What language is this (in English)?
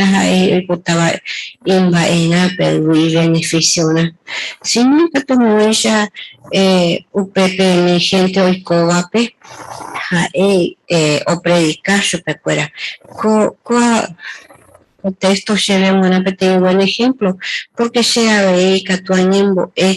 Guarani